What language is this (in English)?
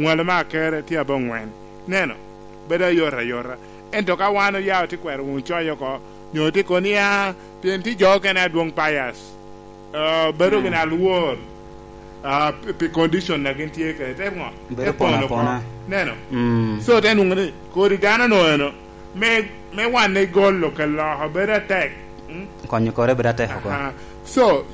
Lango (Uganda)